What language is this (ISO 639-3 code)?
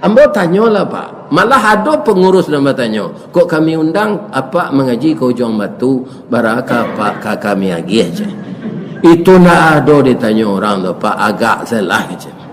min